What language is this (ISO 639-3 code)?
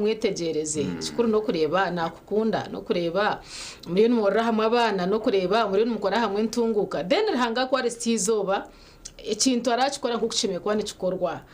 nyn